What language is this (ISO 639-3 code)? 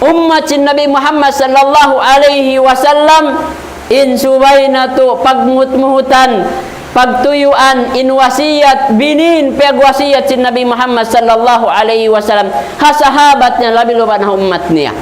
tsg